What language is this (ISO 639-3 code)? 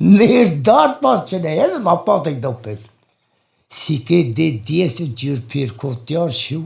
zza